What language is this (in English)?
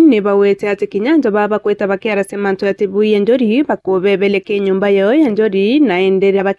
Meru